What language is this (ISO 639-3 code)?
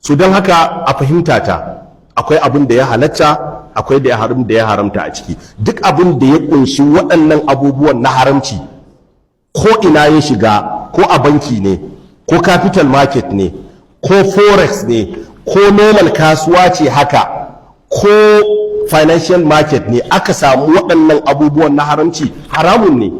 hau